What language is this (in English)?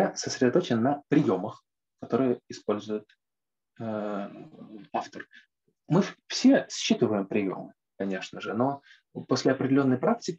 Russian